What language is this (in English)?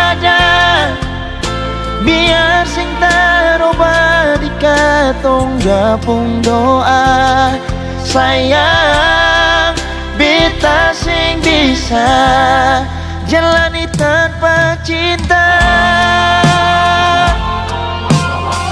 Ambonese Malay